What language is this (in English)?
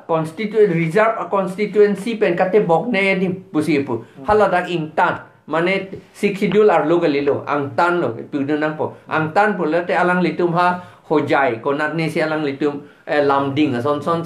Karbi